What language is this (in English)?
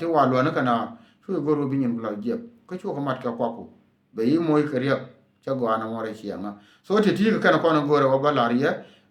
Nuer